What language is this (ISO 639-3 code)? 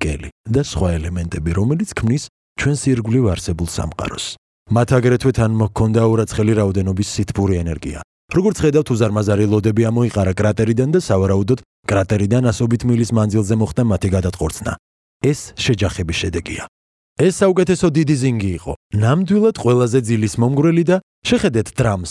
kat